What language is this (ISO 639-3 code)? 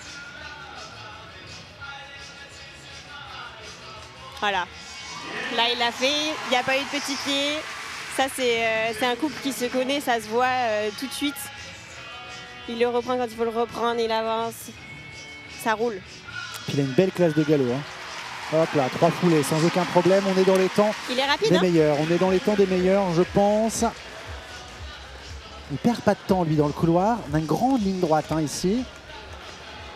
fra